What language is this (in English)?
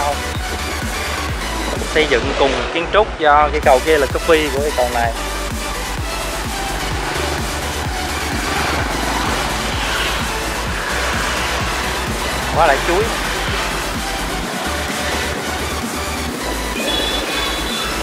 Vietnamese